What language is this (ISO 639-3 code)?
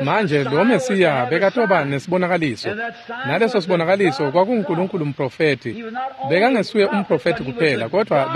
ssw